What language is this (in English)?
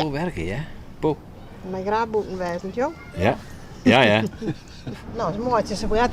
Western Frisian